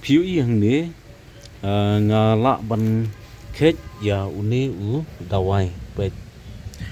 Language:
Khasi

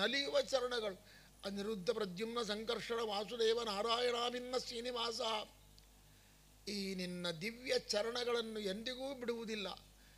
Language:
Kannada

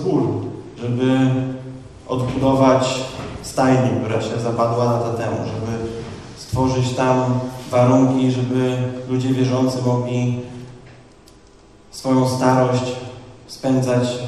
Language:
Polish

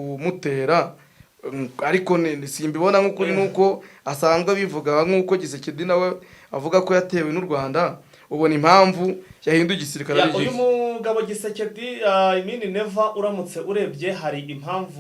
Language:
Kinyarwanda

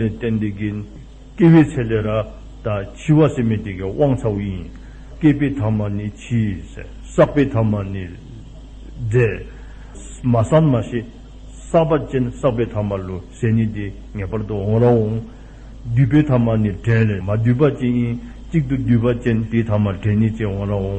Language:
Dzongkha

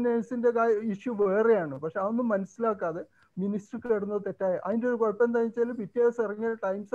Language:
Malayalam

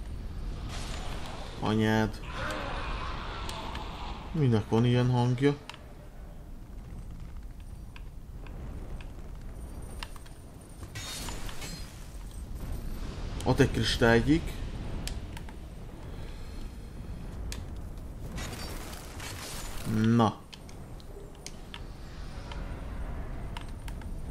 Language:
Hungarian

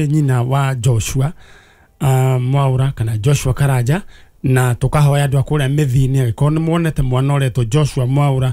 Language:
Kikuyu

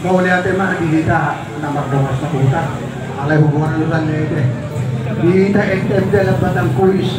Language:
Batak Toba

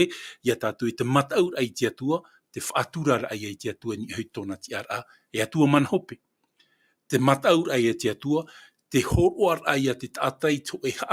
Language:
Tahitian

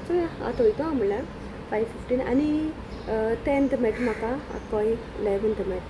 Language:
Konkani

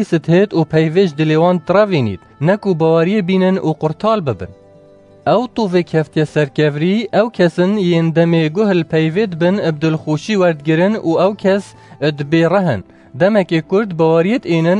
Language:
Kurdish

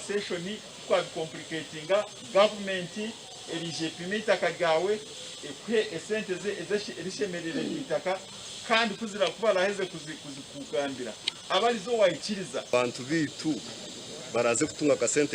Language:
Nyankole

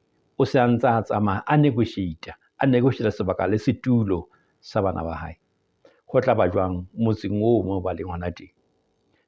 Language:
Southern Sotho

